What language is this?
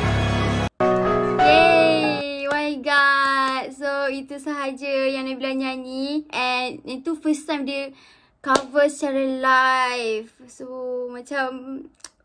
Malay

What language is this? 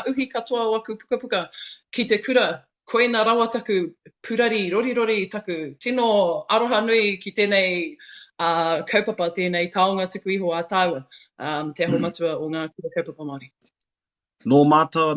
Māori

